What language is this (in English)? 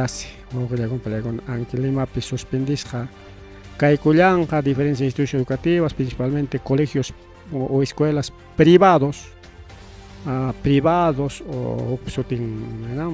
Ayacucho Quechua